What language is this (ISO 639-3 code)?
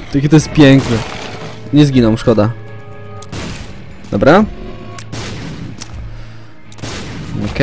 pol